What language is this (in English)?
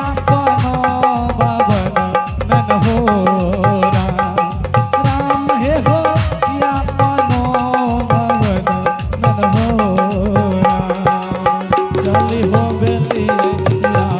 Angika